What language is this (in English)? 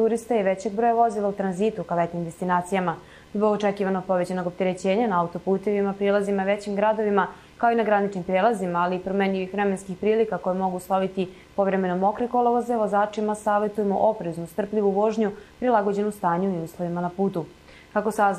Serbian